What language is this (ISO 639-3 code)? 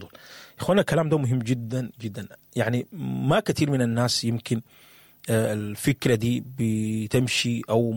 apd